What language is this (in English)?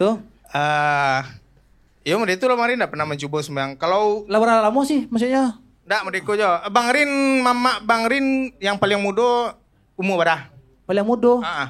Minangkabau